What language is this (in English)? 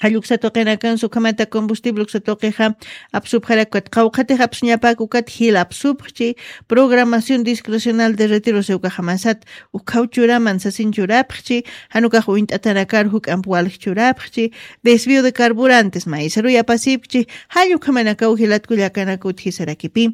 Aymara